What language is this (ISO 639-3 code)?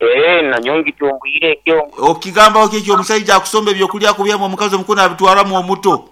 nyo